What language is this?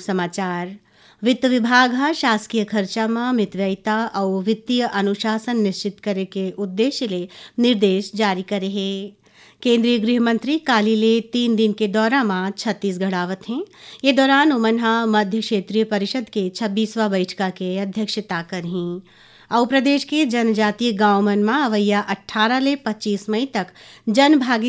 Chhattisgarhi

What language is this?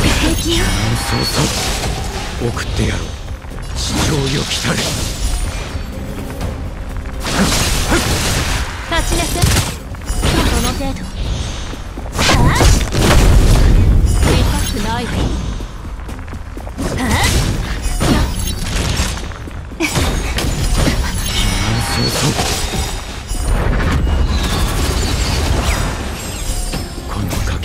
Japanese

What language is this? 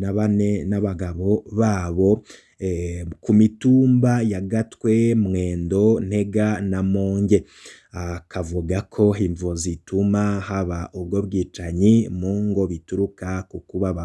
Rundi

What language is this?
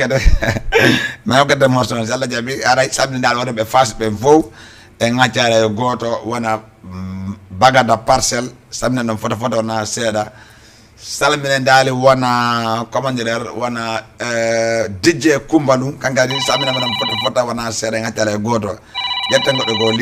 Fula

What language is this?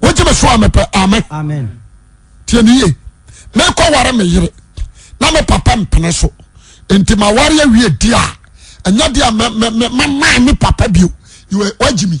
Akan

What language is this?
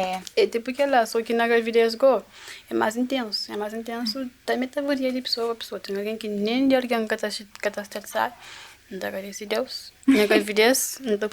Kabuverdianu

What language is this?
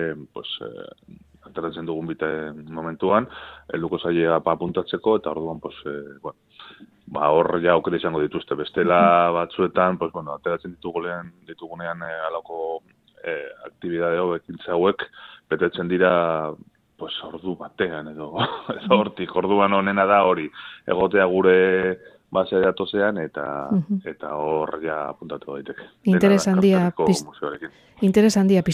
Basque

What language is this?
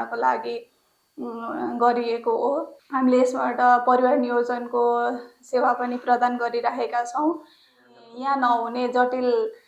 Nepali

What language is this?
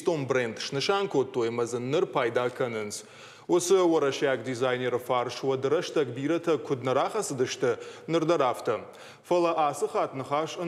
Ossetic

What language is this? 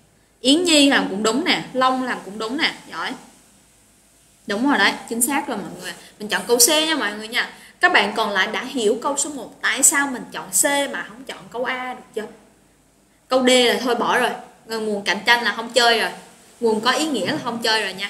Vietnamese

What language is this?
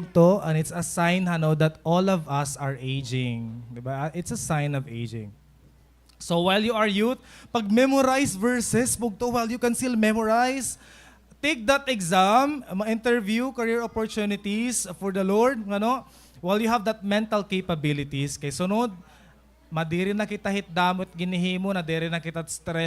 Waray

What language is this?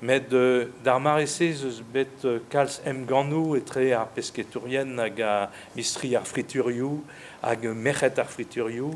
Breton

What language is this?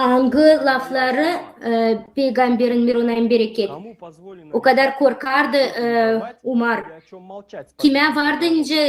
Gagauz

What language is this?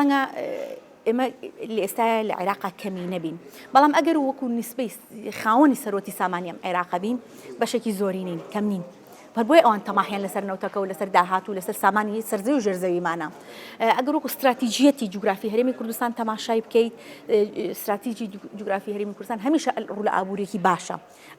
Central Kurdish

